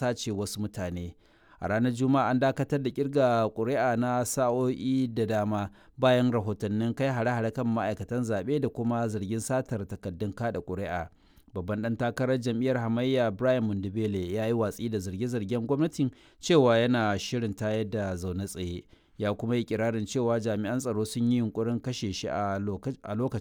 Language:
Hausa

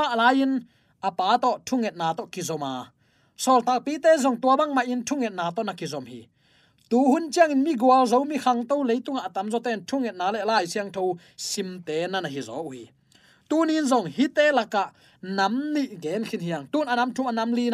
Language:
Tedim Chin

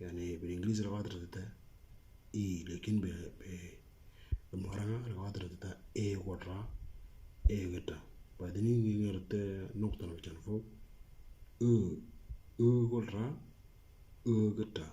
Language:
Moro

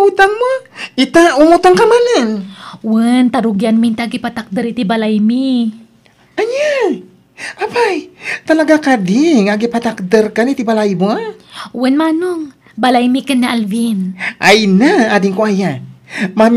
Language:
Iloko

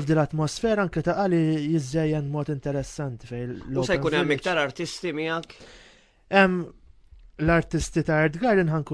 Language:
Maltese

